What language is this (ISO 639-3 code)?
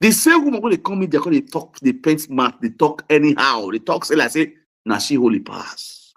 pcm